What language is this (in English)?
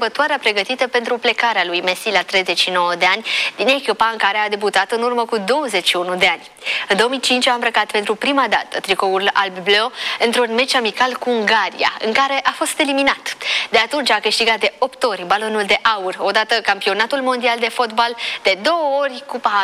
Romanian